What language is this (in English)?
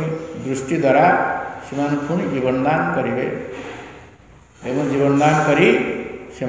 Odia